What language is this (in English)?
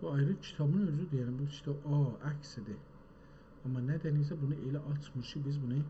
South Azerbaijani